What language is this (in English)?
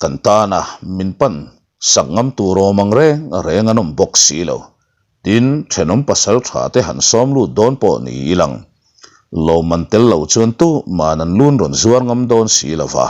Mizo